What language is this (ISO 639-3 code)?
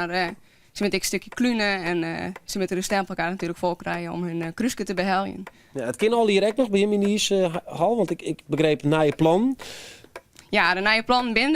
fry